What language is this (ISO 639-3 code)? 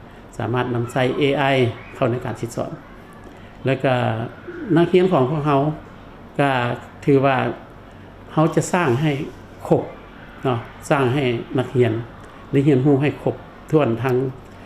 lao